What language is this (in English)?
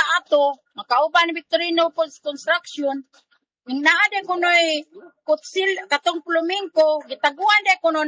Cebuano